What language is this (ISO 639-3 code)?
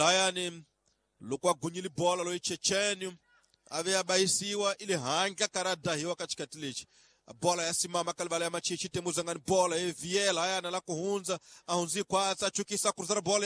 tso